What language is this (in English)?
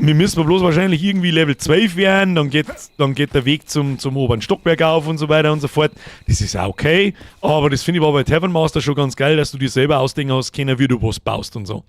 Bavarian